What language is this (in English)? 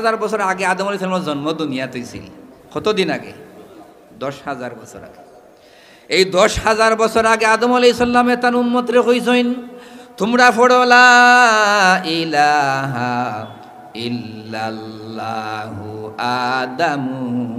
Sylheti